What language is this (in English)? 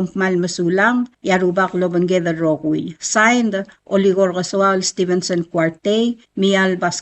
Palauan